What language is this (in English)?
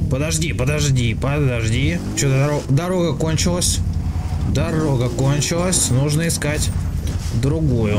Russian